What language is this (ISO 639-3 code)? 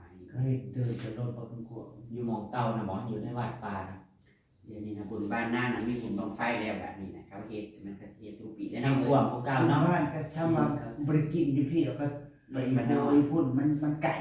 tts